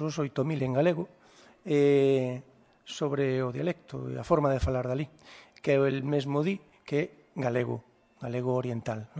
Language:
Galician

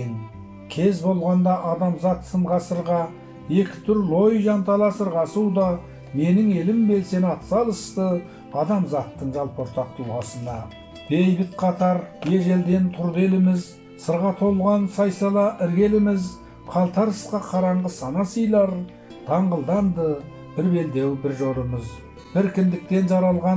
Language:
Kazakh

